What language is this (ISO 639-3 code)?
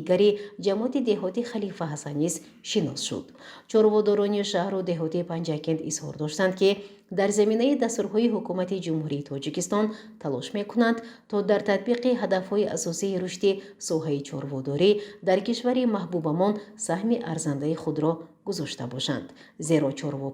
tgk